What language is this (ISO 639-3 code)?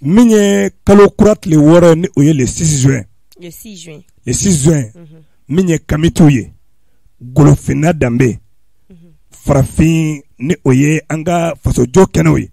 bam